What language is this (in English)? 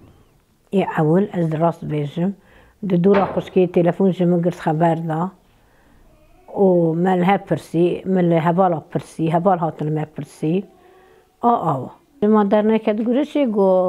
Kurdish